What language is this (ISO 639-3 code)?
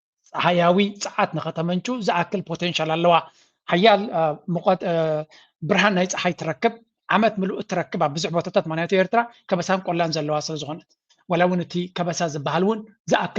tir